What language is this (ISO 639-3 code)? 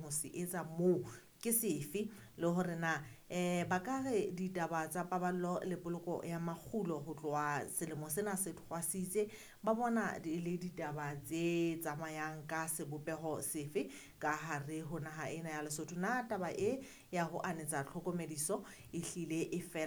sot